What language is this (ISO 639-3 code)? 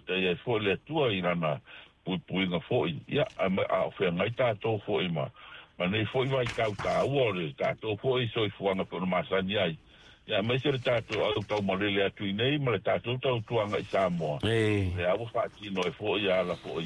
smo